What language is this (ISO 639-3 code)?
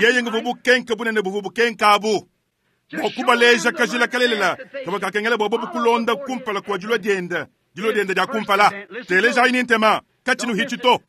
lua